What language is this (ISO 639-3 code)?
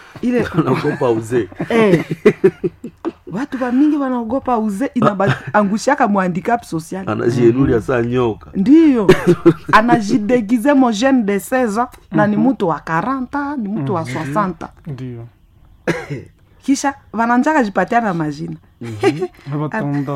swa